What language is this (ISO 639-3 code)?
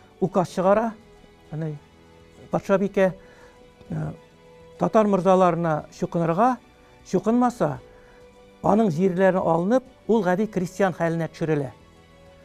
tat